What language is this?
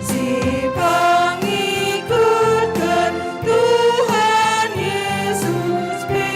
Batak Karo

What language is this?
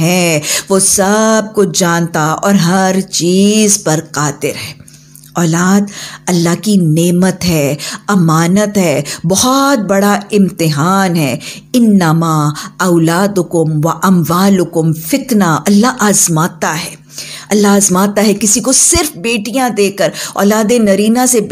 Urdu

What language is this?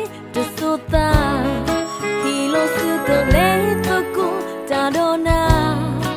S'gaw Karen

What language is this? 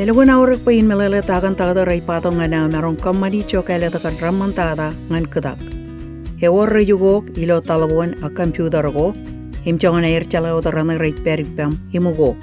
Marshallese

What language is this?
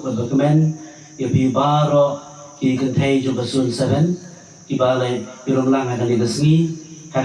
Khasi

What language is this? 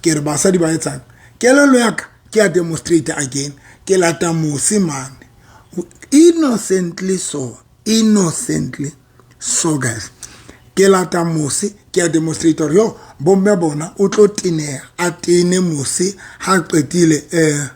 Southern Sotho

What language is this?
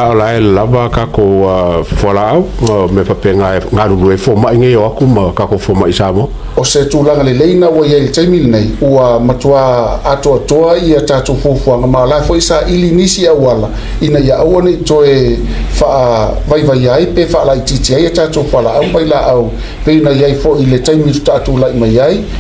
Samoan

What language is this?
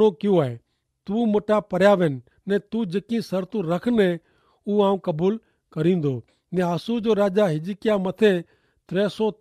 Kachhi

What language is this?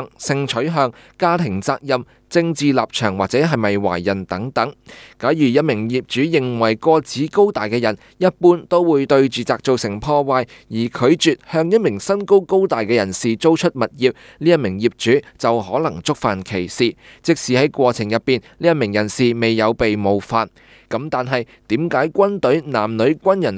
Cantonese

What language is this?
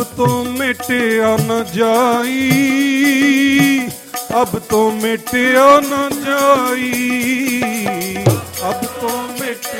Punjabi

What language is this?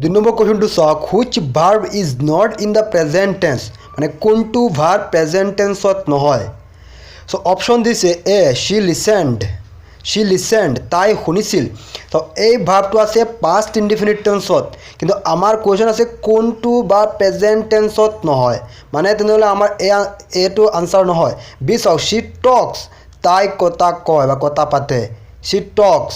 Assamese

